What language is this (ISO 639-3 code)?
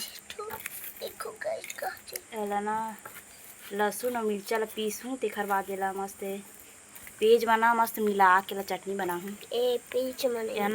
hne